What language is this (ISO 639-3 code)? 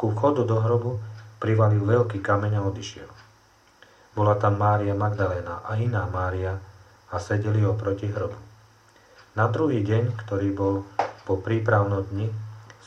slk